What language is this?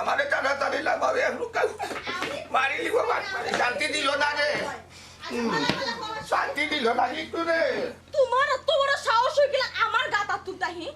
Sylheti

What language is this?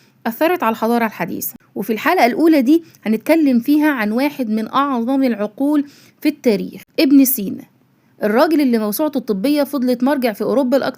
Egyptian Arabic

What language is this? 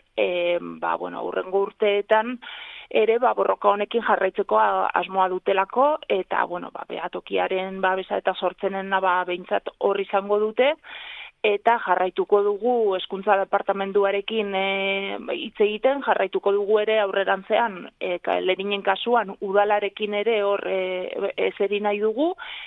Basque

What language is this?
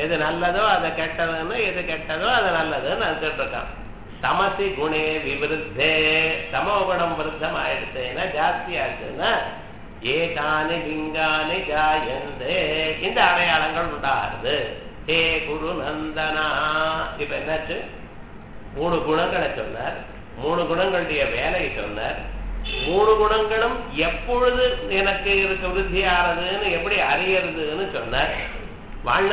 Tamil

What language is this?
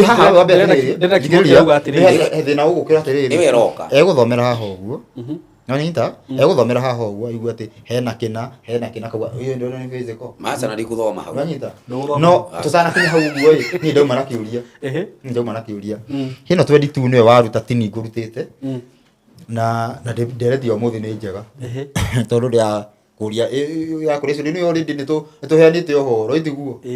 Kikuyu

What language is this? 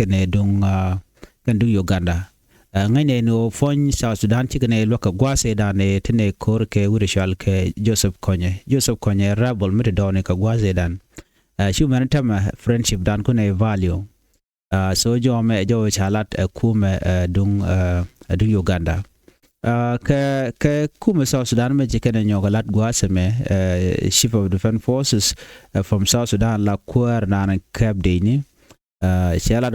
Nuer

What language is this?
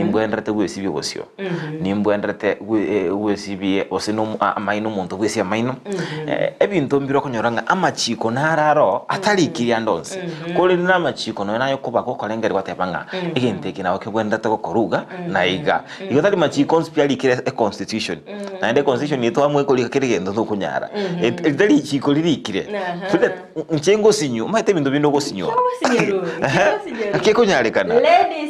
Gusii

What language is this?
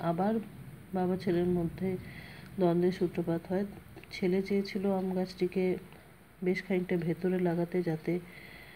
Bangla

